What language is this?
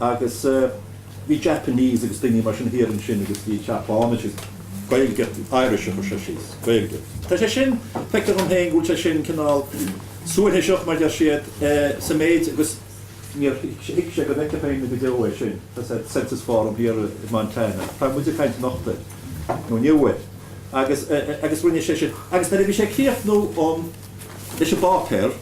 Irish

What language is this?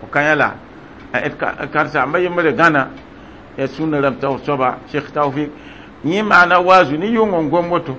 Mossi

